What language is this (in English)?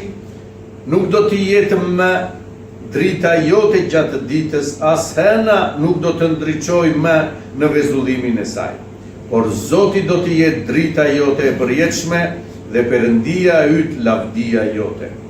Albanian